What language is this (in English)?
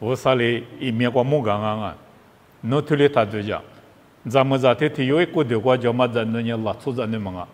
Lisu